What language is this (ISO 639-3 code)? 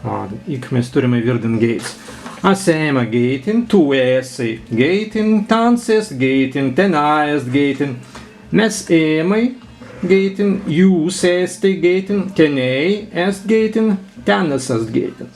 prg